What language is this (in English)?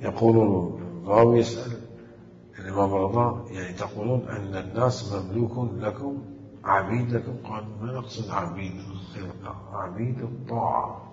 Mesopotamian Arabic